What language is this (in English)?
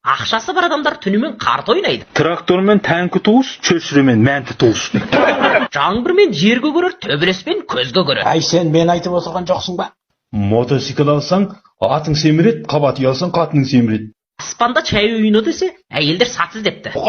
Kazakh